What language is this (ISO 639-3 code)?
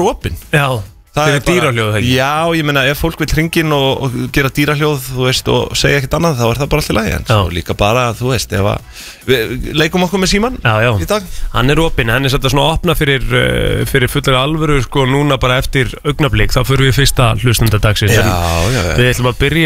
isl